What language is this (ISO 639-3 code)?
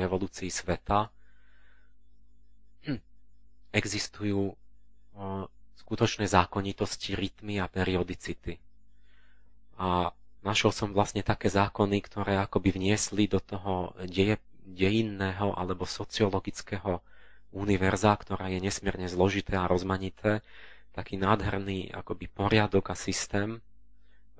slk